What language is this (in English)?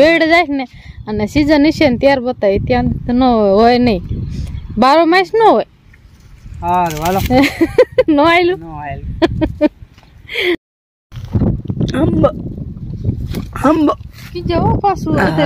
Gujarati